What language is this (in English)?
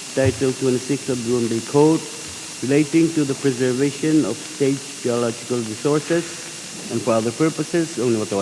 Pohnpeian